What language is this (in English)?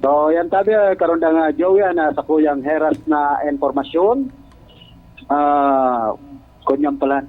Bikol